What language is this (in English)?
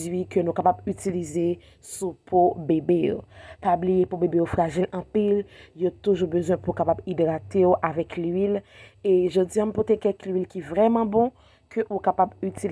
Haitian Creole